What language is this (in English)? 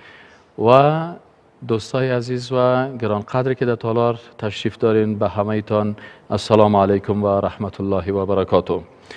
Persian